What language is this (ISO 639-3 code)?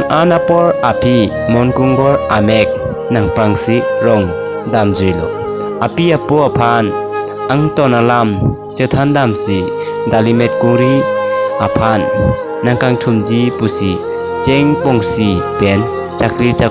mjw